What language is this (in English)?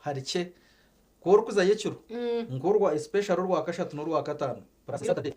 Nyankole